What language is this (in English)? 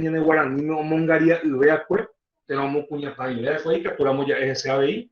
Guarani